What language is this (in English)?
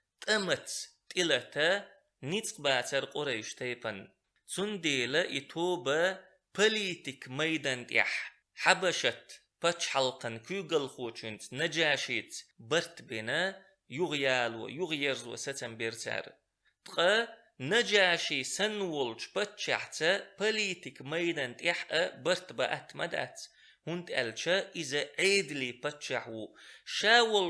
Chechen